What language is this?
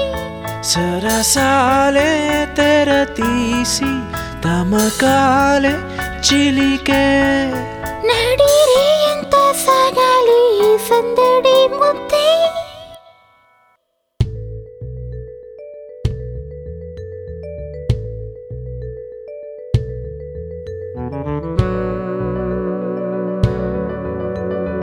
Telugu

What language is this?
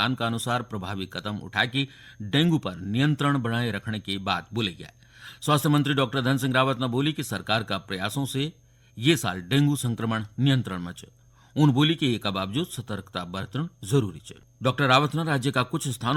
Garhwali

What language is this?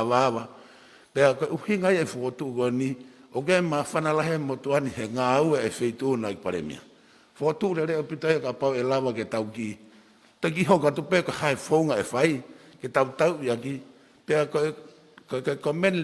Tongan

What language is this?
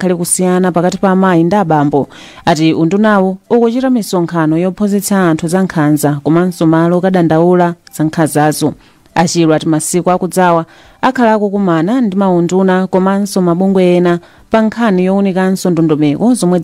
Nyanja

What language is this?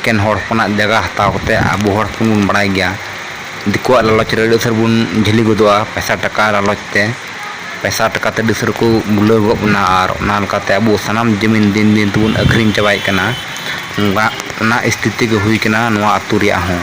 Santali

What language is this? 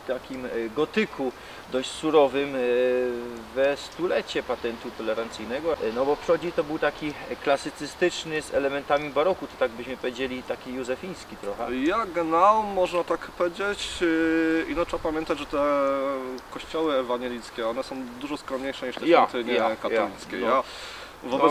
Silesian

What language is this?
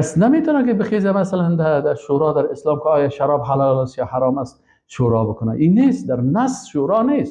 Persian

